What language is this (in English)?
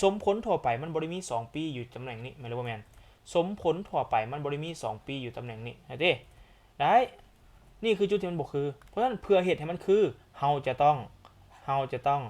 Lao